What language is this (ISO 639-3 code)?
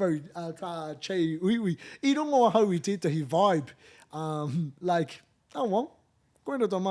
mri